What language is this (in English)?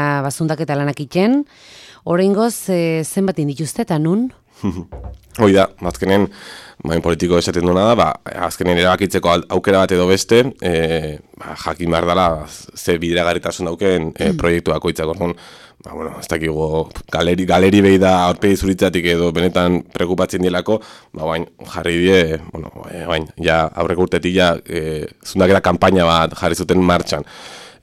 Basque